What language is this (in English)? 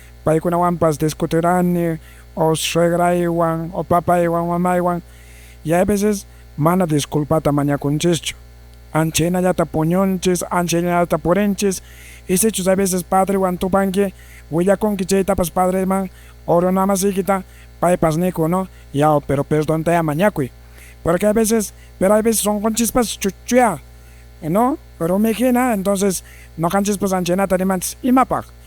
Quechua